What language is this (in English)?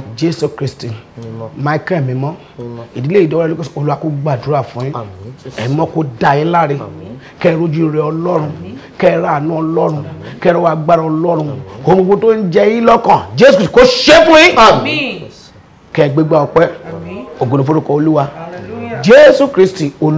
Yoruba